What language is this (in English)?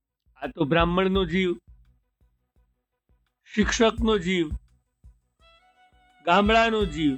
Gujarati